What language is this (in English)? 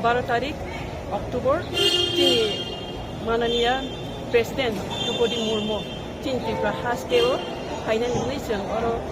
Kok Borok